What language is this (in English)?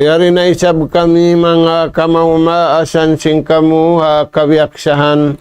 Tausug